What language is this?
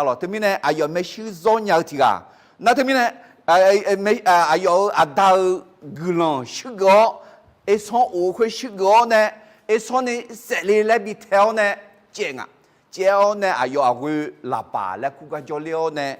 Akha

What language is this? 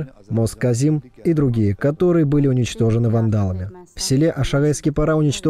Russian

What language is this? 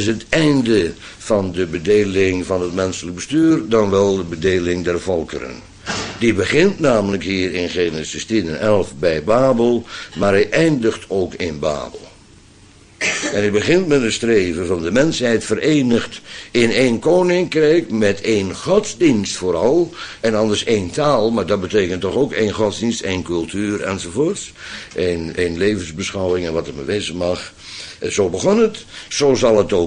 Dutch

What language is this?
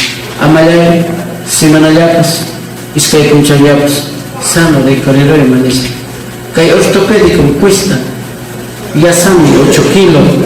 Ayacucho Quechua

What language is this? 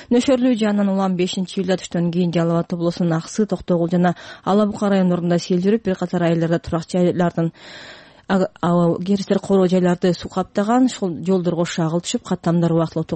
Kyrgyz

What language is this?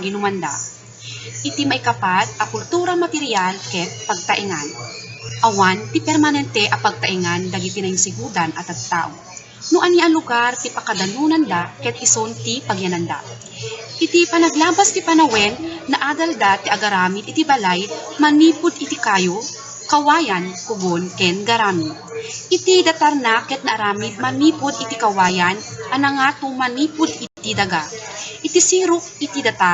Iloko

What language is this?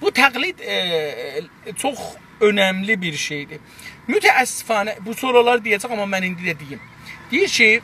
South Azerbaijani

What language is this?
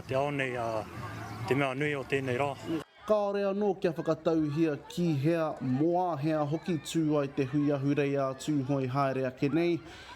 Māori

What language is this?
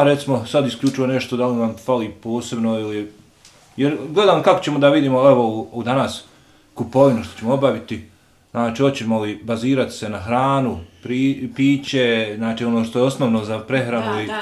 Bosnian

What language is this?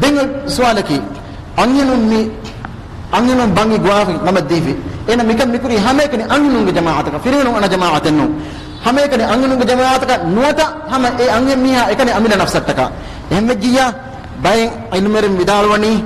Divehi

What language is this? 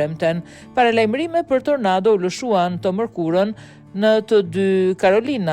Albanian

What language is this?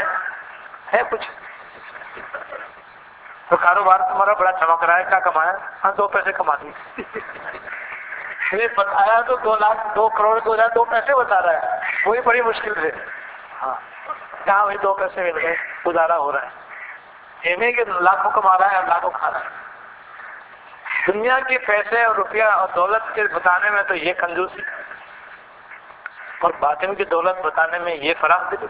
Urdu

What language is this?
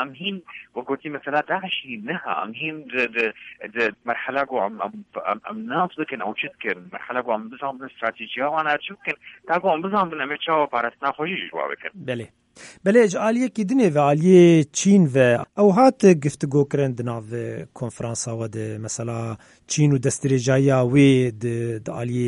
Kurdish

